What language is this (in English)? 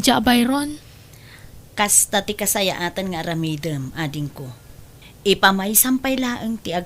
Iloko